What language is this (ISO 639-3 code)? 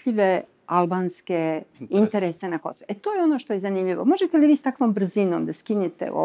srp